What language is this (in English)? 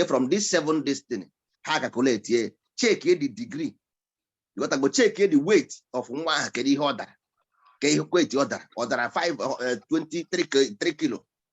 Igbo